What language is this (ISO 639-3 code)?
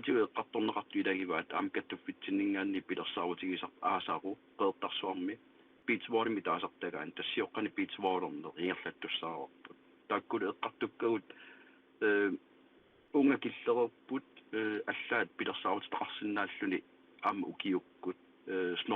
kal